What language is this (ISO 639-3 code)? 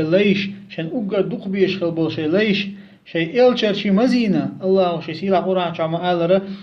che